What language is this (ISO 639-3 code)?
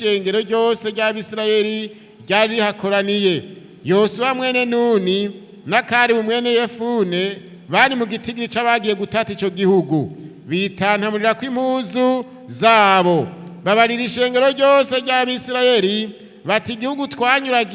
run